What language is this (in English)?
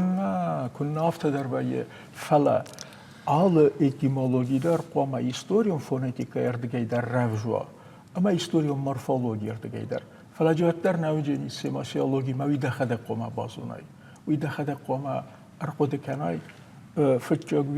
Ossetic